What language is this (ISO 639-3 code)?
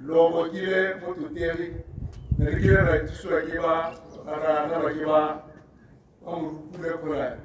tsn